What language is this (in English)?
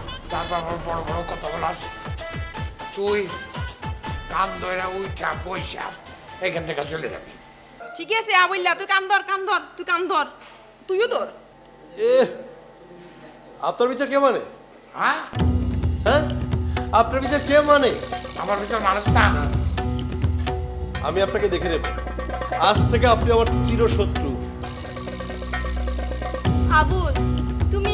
Bangla